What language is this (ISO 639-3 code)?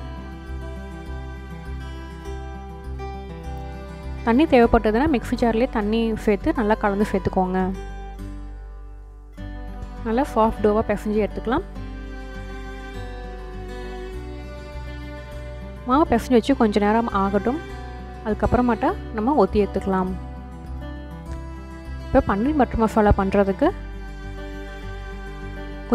tam